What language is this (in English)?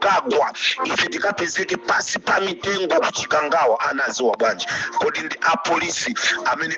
Nyanja